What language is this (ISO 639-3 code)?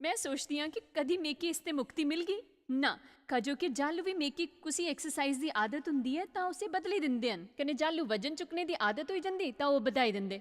doi